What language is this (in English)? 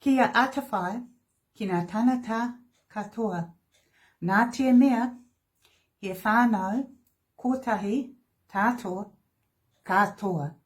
Māori